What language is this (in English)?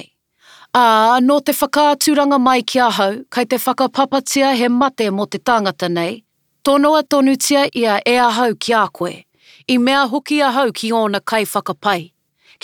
Māori